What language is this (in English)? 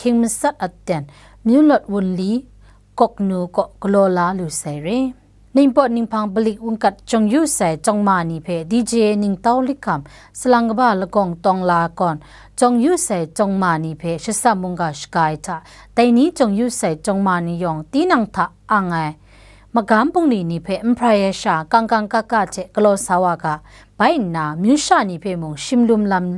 Kachin